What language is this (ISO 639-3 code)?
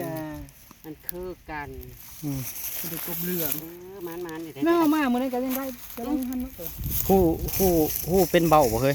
tts